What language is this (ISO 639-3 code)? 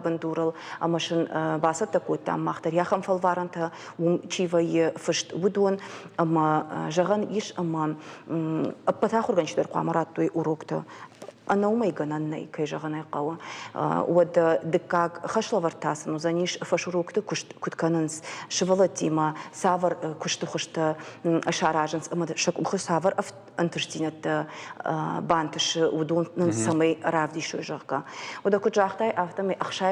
oss